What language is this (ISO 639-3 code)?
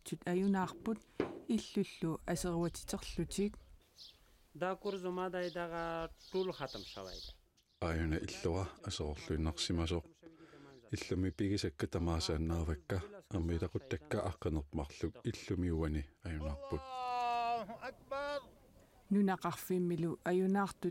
kal